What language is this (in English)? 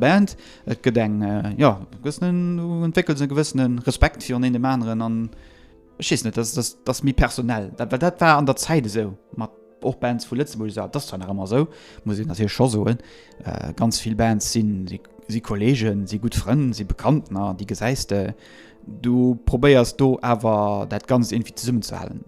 Luxembourgish